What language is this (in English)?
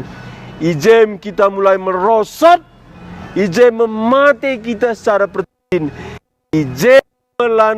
Batak Karo